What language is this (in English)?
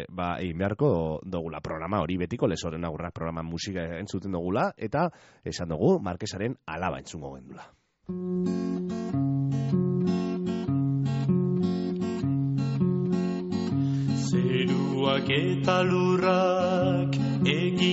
Basque